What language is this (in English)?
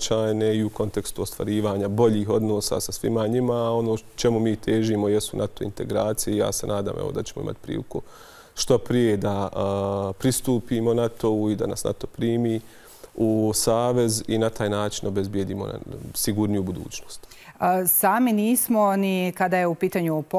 Bosnian